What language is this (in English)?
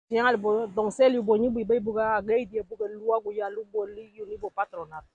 Garifuna